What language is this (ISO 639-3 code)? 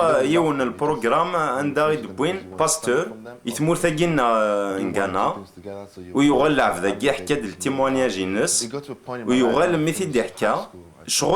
kab